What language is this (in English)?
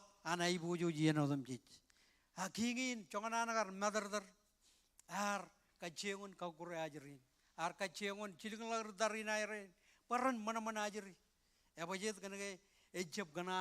Marshallese